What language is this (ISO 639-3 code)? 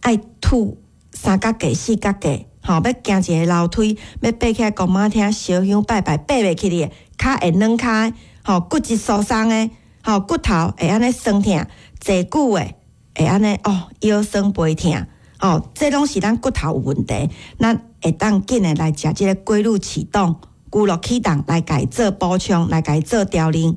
nan